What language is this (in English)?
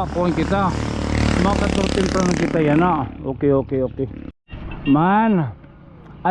Waray